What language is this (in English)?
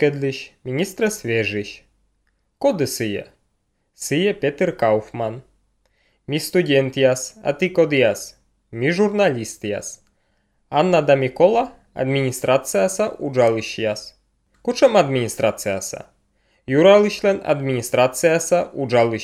Slovenian